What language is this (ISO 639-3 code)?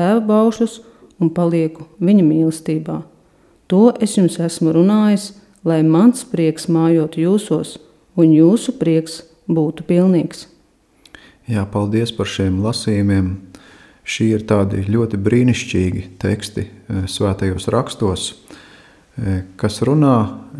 lav